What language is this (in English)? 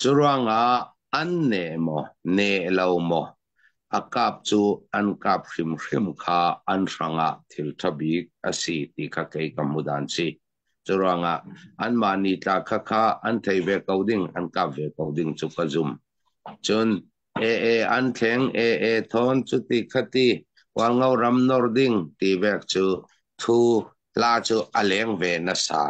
Hakha Chin